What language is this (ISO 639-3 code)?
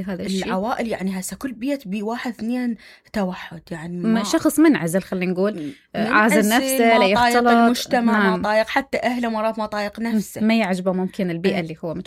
acm